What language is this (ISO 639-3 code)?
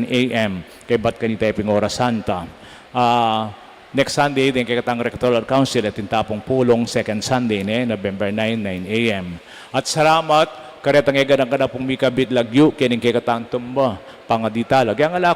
pam